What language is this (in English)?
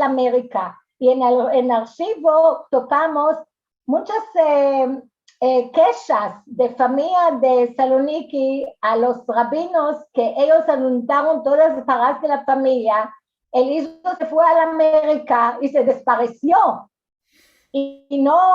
Ladino